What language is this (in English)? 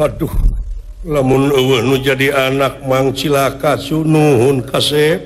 Sundanese